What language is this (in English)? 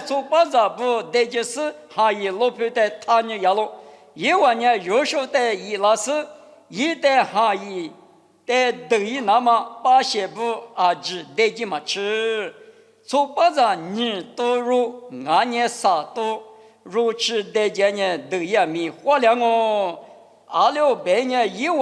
Lisu